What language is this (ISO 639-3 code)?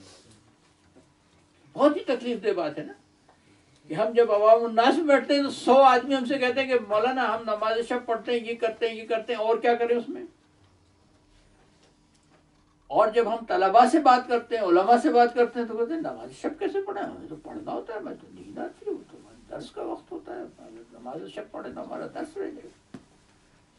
urd